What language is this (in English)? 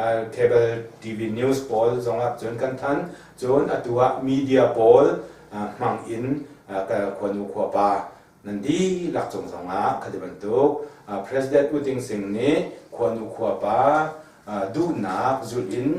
Hakha Chin